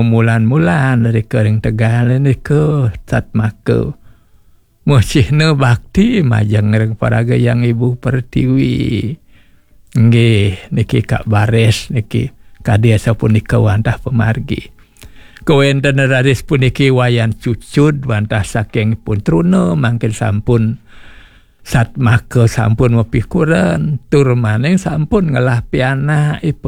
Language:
Balinese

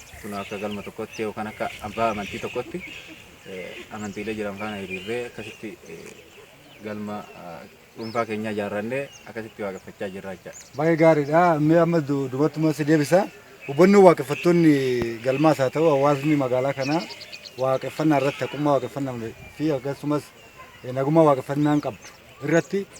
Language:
Oromo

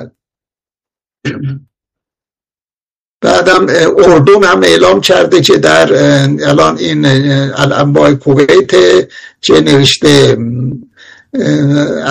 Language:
Persian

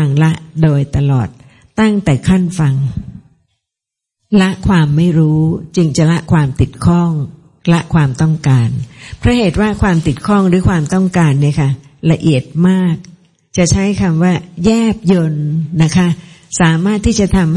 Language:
Thai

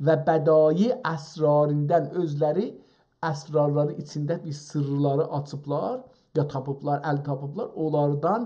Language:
South Azerbaijani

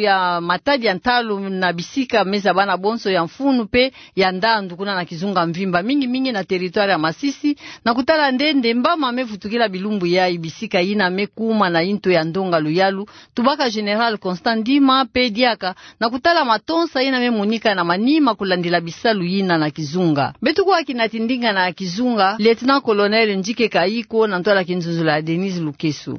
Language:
Kituba (Democratic Republic of Congo)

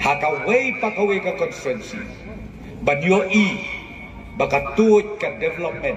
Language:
Khasi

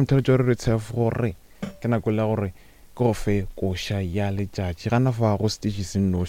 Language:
Northern Sotho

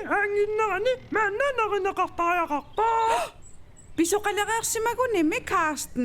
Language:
Kalaallisut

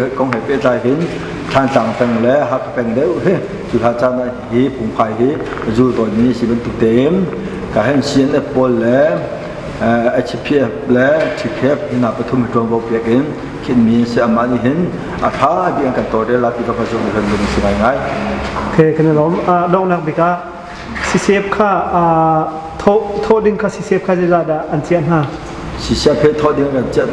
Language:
Hakha Chin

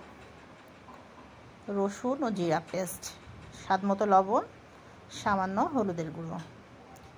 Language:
Bangla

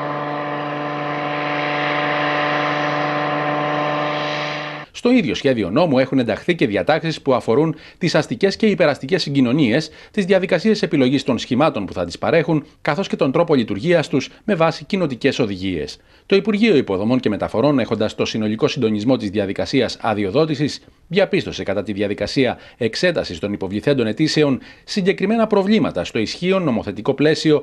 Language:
Greek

